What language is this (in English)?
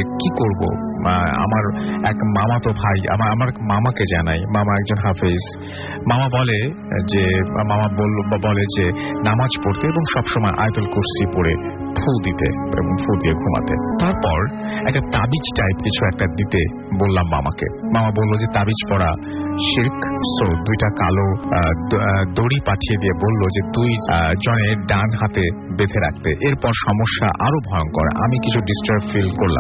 Bangla